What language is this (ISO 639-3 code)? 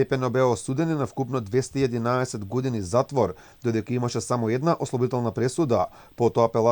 mkd